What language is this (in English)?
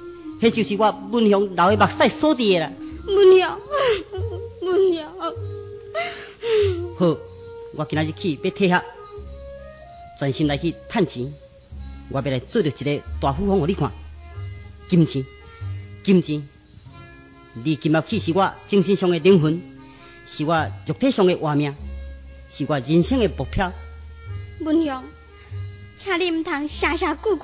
Min Nan Chinese